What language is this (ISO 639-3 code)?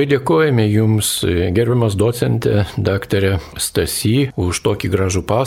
lit